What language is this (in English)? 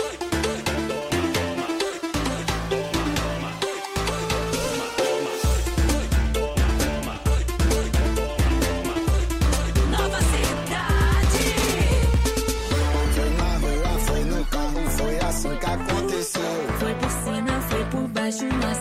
Portuguese